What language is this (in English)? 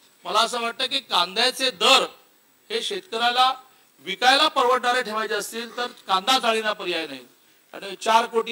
Marathi